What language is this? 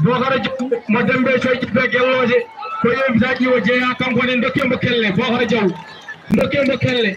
Fula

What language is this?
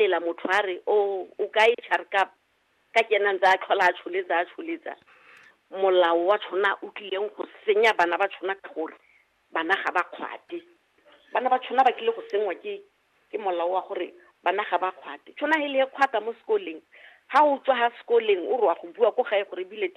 Tswana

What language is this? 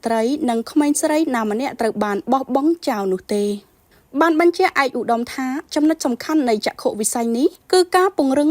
Khmer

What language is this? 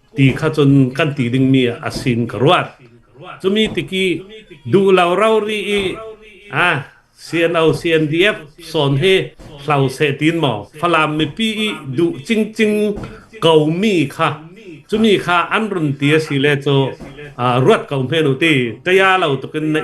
Hakha Chin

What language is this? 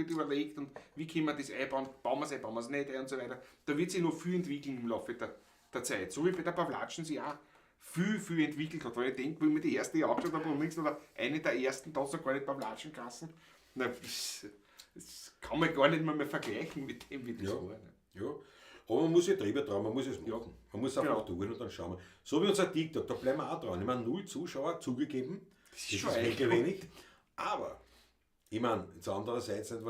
Bavarian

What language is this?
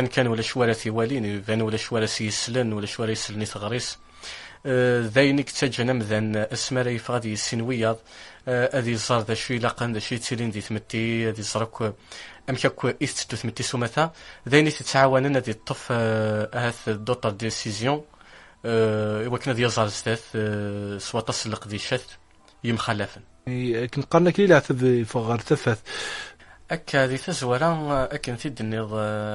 Kabyle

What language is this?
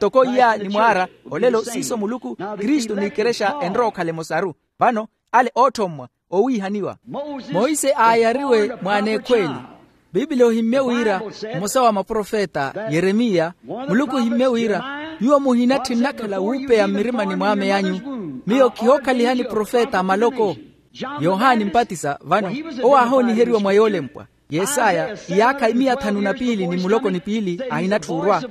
Makhuwa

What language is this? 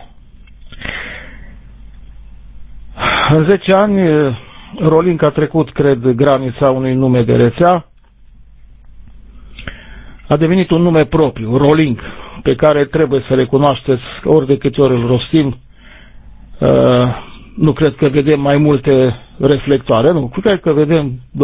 Romanian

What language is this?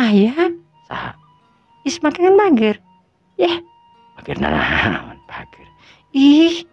Sundanese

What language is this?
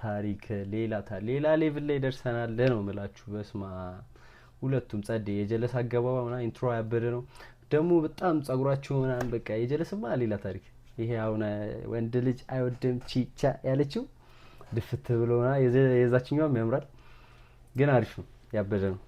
Amharic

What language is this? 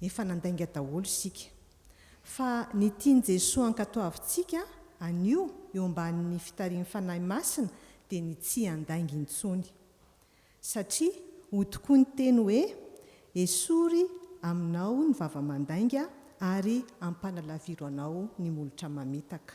Malagasy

